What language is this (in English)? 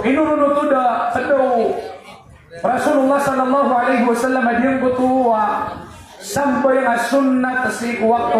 Maranao